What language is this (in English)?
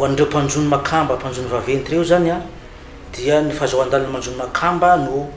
Malagasy